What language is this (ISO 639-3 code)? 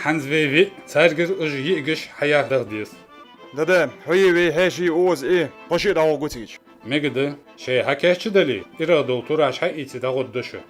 inh